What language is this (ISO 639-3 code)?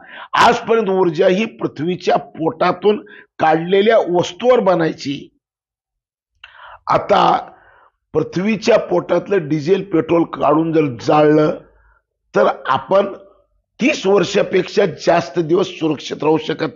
mar